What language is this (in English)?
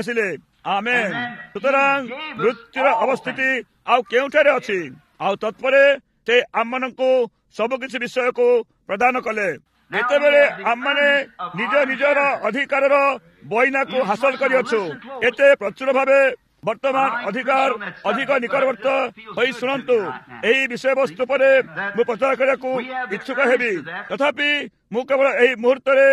Odia